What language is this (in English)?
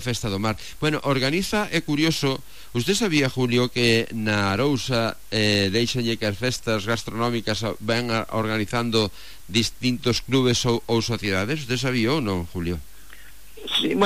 Galician